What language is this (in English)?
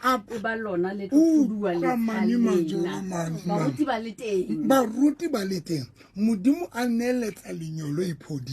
Southern Sotho